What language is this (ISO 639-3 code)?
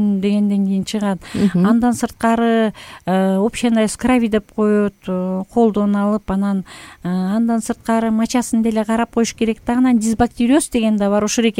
kir